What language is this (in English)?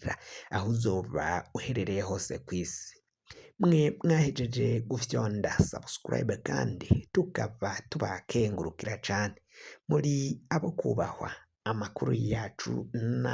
Rundi